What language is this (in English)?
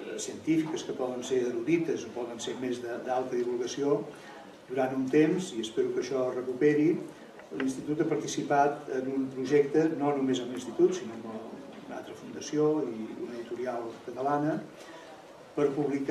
Catalan